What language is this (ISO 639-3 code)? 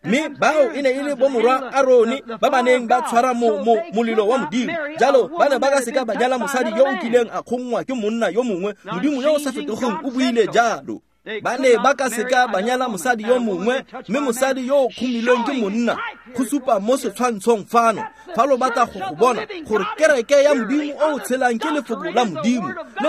tsn